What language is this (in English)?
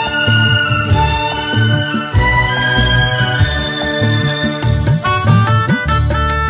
Malayalam